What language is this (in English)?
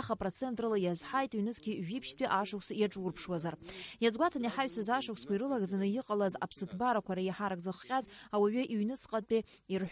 Abkhazian